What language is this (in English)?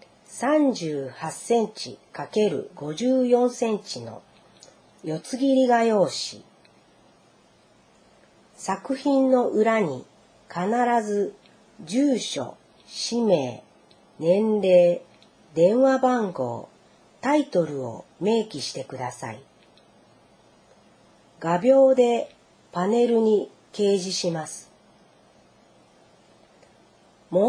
Japanese